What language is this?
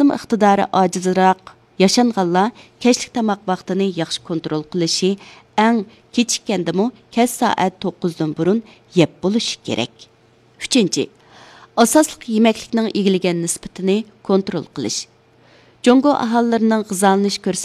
Uyghur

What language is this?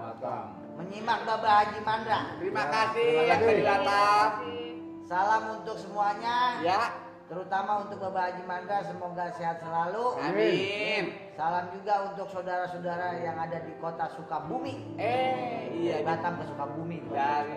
Betawi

